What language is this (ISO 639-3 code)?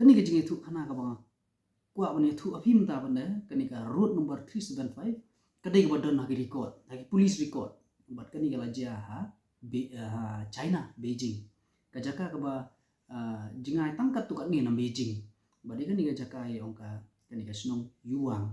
kha